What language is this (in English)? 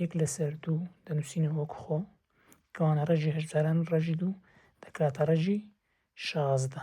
Central Kurdish